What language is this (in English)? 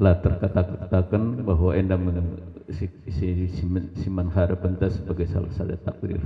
Batak Karo